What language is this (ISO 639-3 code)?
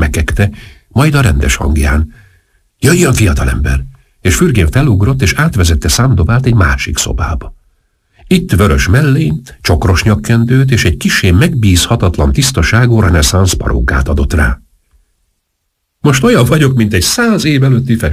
hun